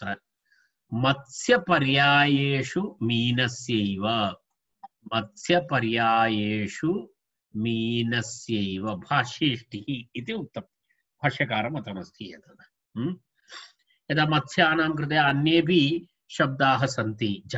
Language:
Sanskrit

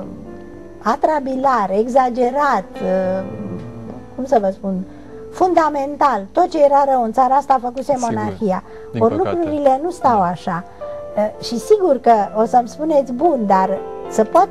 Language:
Romanian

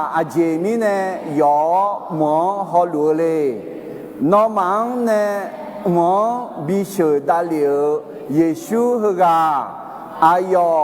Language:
Akha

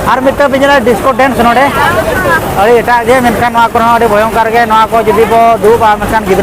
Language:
Santali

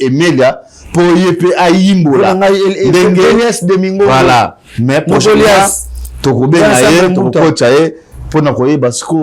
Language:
Lingala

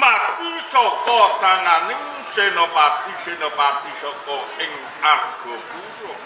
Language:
Javanese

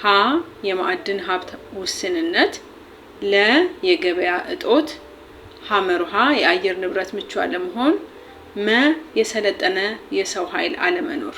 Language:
Amharic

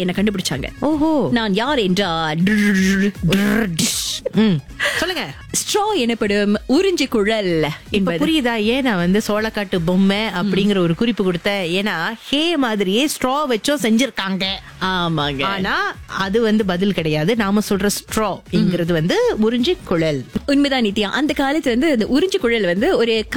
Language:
Tamil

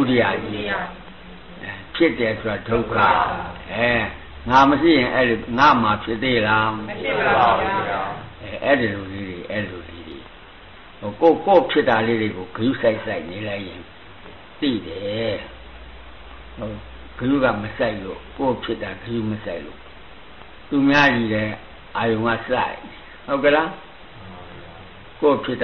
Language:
Burmese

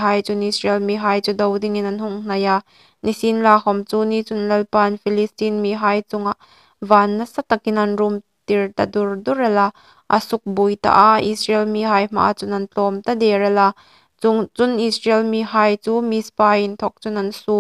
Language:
Hmar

